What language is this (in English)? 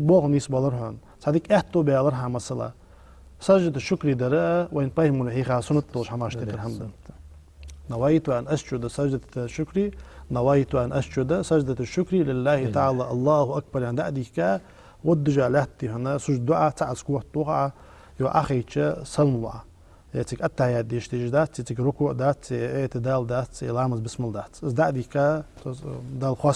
Ingush